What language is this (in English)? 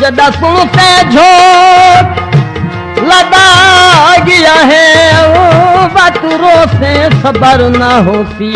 Saraiki